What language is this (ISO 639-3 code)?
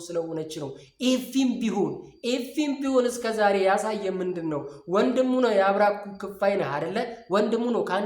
amh